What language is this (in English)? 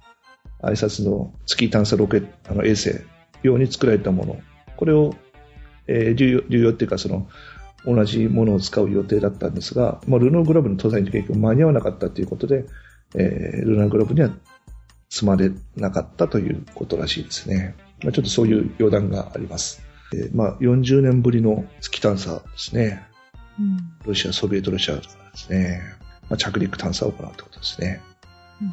Japanese